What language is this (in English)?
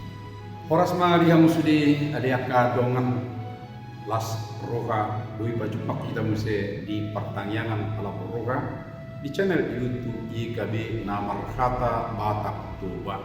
Batak Toba